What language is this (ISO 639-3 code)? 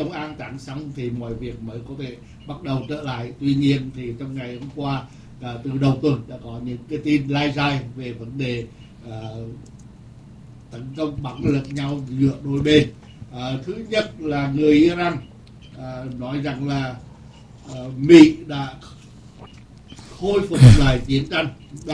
vie